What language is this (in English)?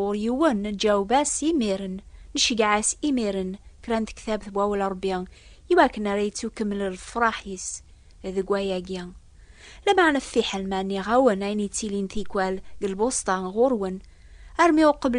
Kabyle